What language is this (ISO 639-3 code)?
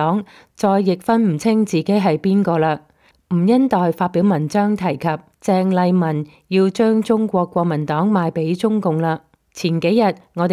yue